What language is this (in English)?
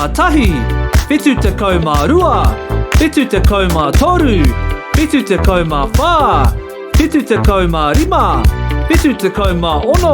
Māori